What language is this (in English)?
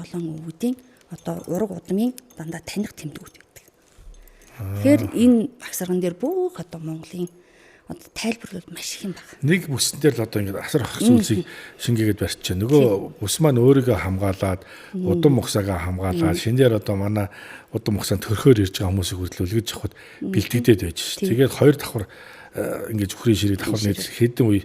Mongolian